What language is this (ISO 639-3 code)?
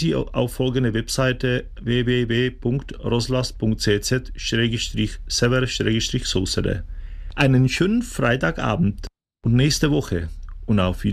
deu